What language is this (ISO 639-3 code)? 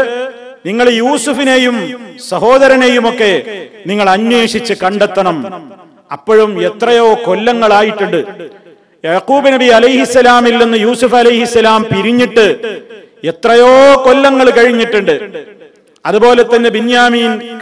mal